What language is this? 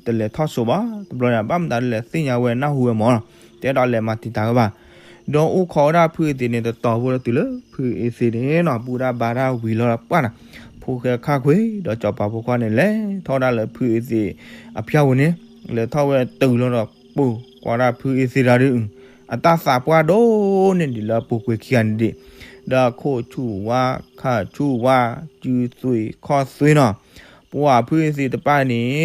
S'gaw Karen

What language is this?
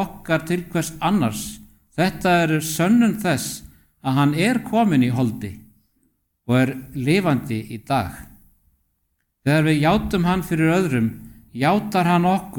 Icelandic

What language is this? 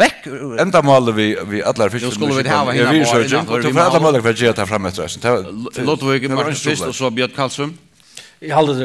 Faroese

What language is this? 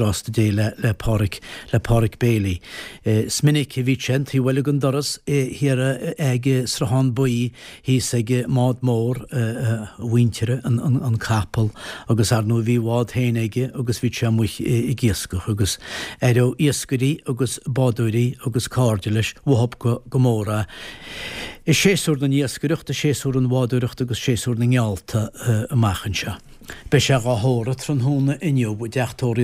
Irish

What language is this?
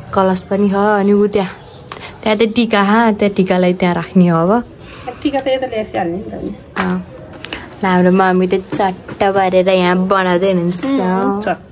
Nepali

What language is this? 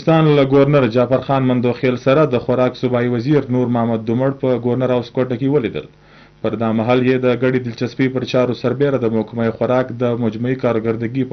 Pashto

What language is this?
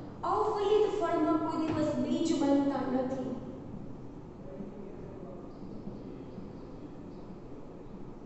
Gujarati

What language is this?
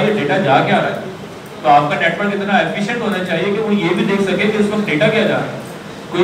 Hindi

